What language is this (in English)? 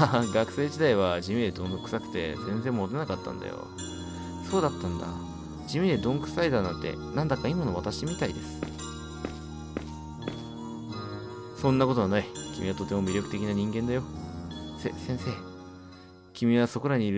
Japanese